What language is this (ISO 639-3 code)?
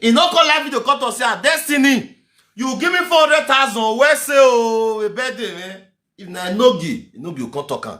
pcm